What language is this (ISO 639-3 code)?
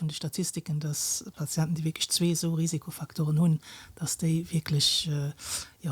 ltz